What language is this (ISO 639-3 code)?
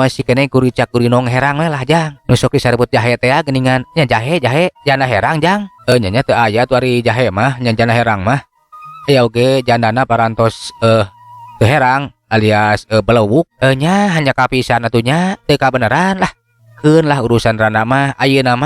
sun